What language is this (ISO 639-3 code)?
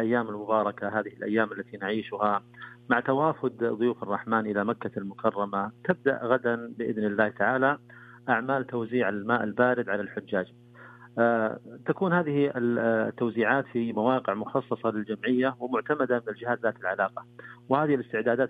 ara